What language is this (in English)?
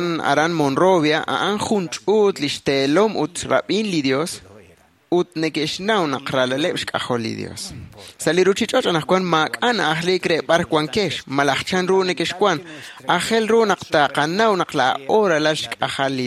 Kekchí